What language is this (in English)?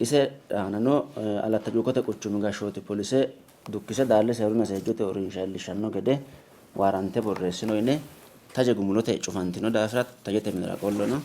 Sidamo